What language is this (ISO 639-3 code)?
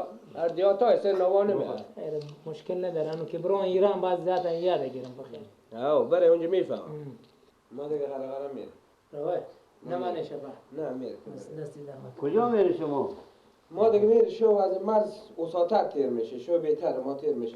fas